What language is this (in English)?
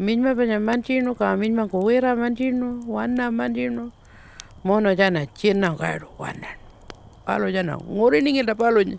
Pitjantjatjara